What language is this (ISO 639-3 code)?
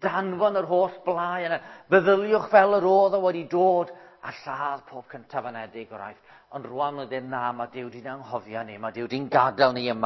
cym